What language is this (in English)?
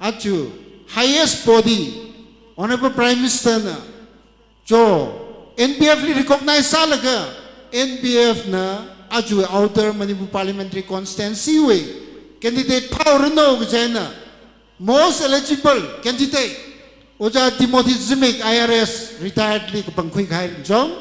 Tangkhul Naga (India)